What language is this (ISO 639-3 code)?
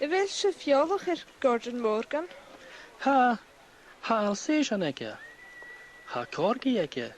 gla